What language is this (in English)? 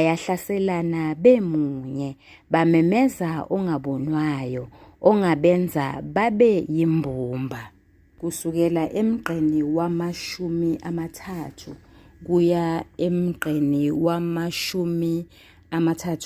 Zulu